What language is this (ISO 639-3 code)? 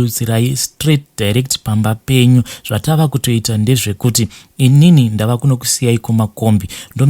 sna